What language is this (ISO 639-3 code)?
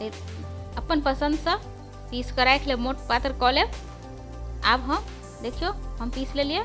mai